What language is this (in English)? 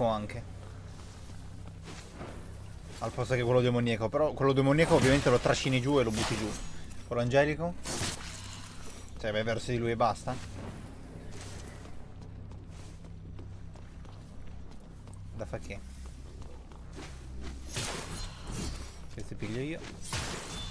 Italian